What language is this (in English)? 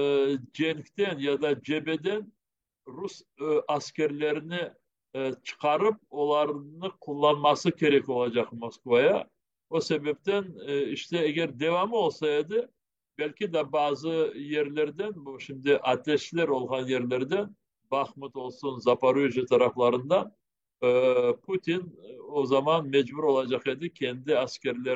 Crimean Tatar